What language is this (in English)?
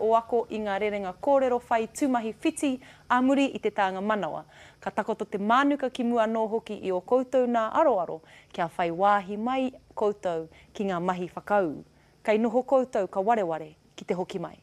Māori